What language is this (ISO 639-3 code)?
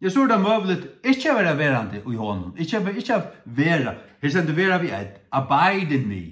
fao